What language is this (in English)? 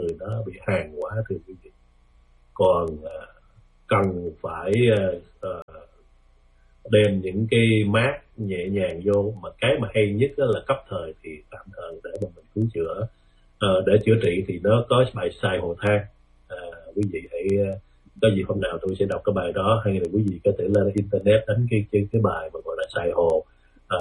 Vietnamese